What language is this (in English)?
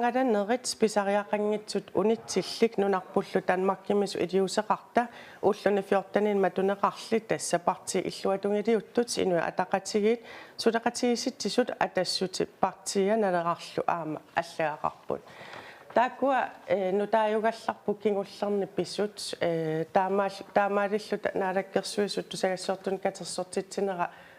Kalaallisut